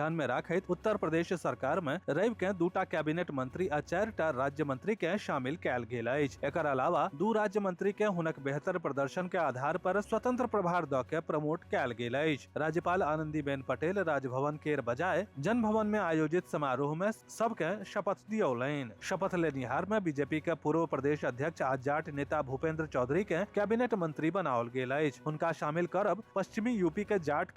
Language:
Maithili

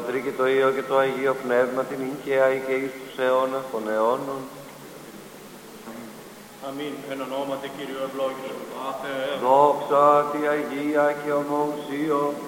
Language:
Greek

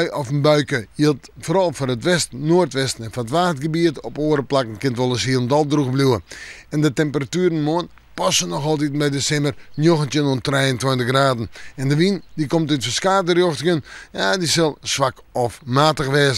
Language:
Western Frisian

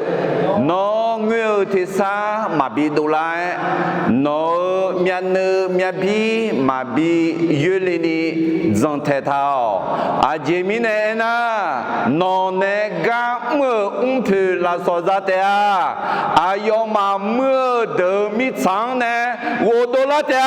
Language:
Akha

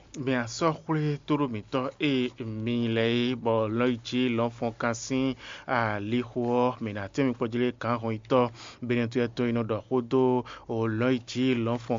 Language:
Fon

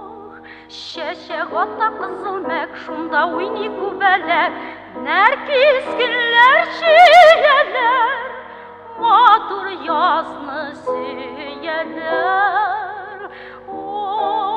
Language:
Tatar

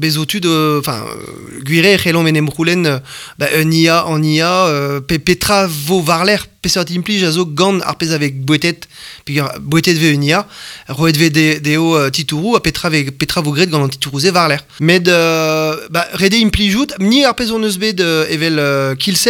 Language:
Breton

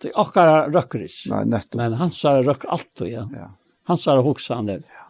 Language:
Faroese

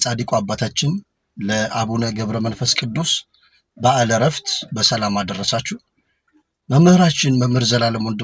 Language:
Amharic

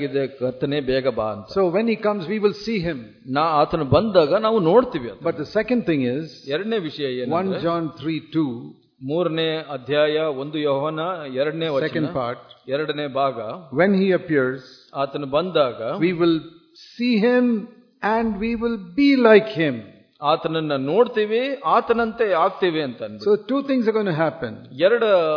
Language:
Kannada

